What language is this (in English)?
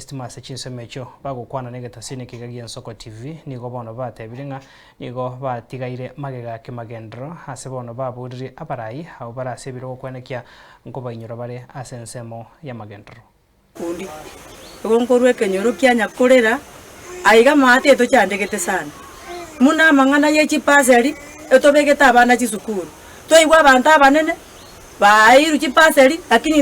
Gusii